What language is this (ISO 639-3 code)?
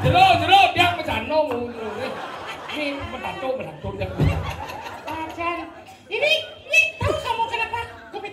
ban